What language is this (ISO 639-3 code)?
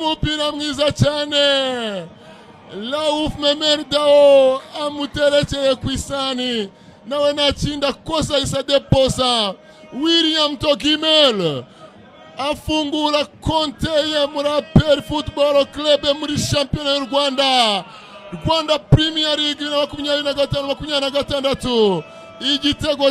kin